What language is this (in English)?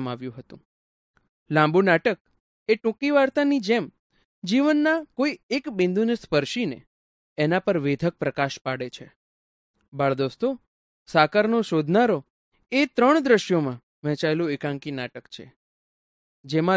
Gujarati